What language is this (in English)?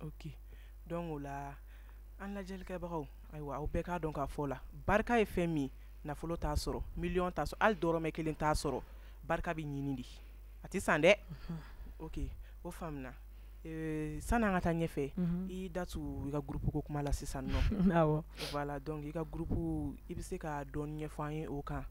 Bambara